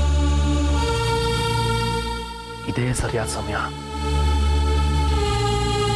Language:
Kannada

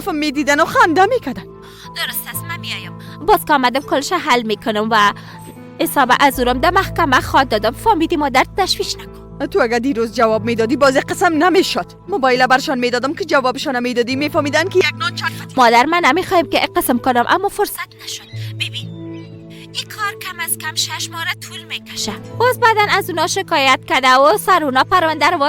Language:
Persian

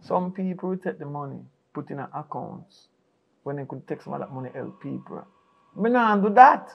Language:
Jamaican Creole English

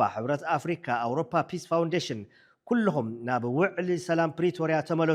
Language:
Tigrinya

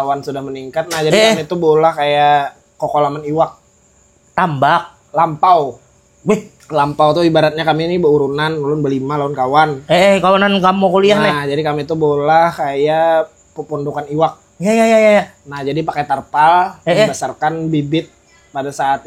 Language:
Banjar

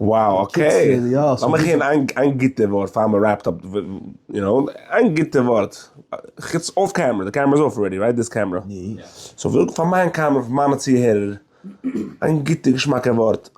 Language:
Yiddish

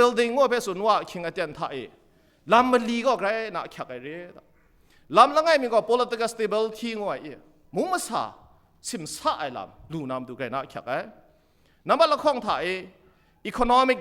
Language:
Kachin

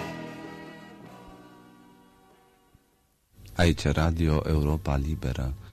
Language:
Romanian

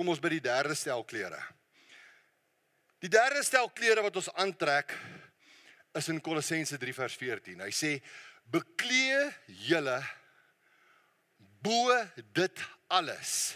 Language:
Afrikaans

